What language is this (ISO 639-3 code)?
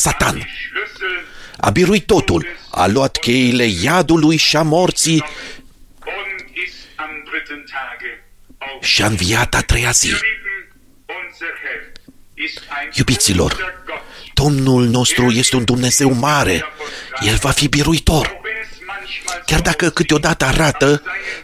ron